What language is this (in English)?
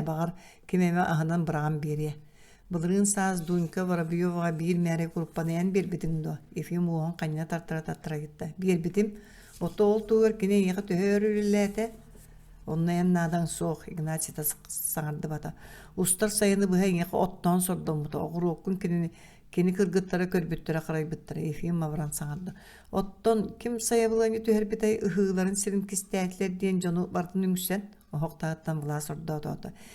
Yakut